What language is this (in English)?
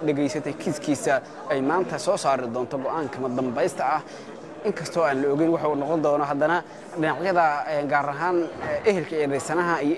Somali